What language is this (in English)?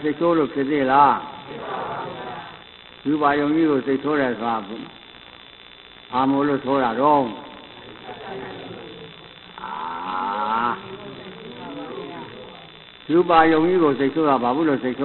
Burmese